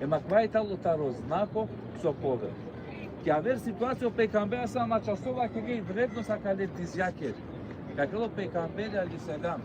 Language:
Balkan Romani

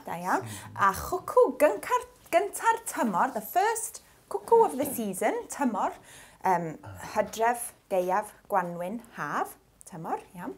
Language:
Welsh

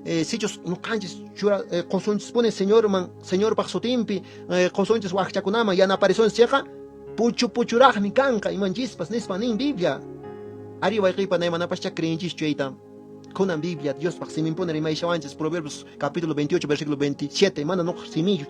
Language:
Quechua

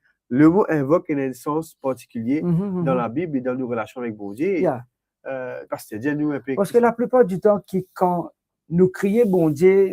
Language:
Morisyen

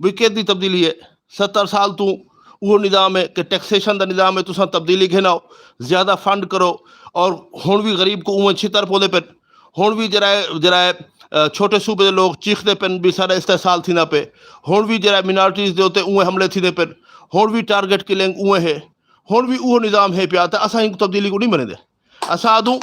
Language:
Saraiki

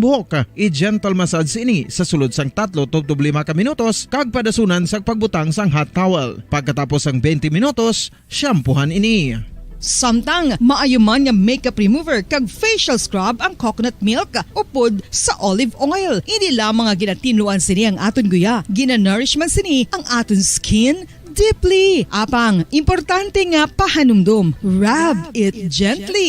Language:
Hiligaynon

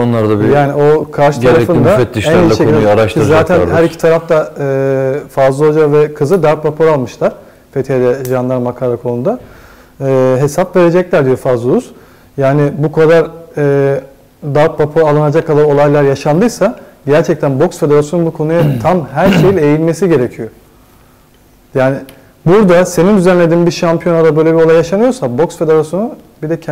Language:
Turkish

